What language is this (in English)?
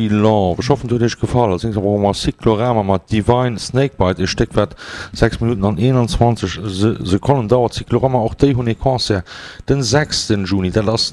Luxembourgish